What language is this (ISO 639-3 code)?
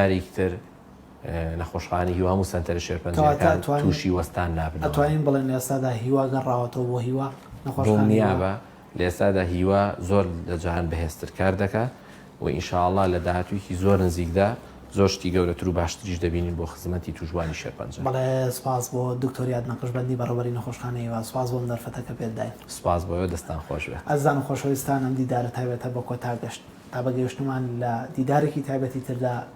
ckb